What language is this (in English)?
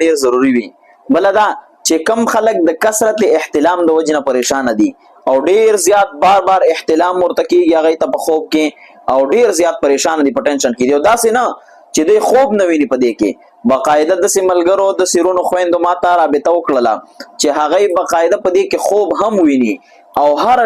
Pashto